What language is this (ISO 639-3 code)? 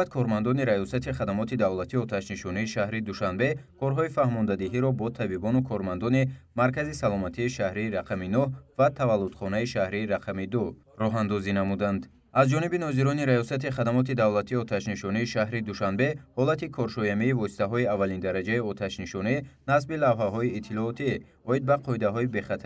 tgk